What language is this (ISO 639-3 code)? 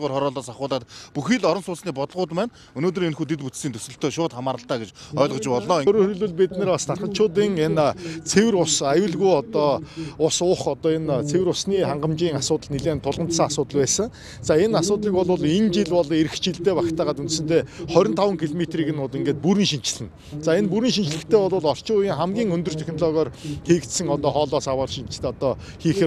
mon